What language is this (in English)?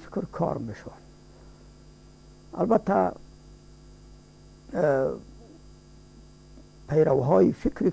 Persian